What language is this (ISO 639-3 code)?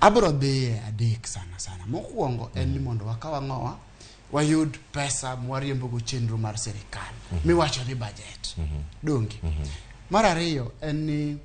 luo